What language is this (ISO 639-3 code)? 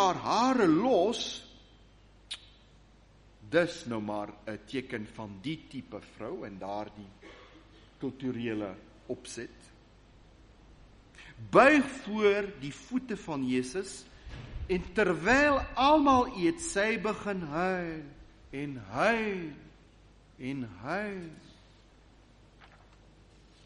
afr